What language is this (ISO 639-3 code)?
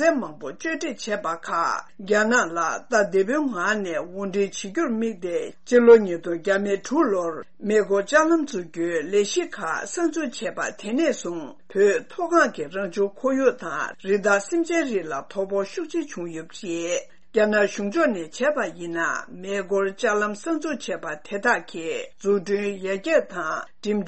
bod